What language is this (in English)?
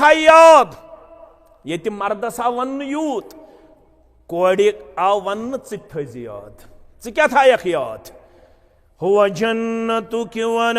Kashmiri